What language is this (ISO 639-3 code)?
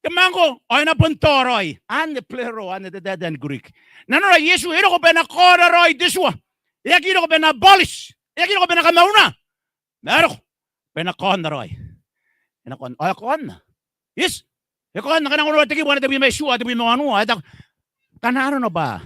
gil